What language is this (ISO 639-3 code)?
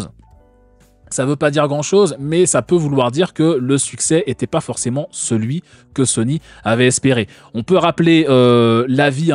fra